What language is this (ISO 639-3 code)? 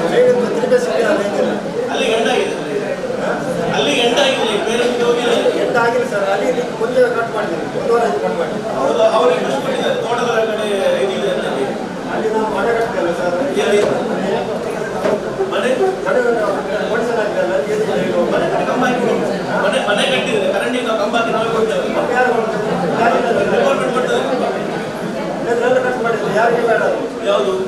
kan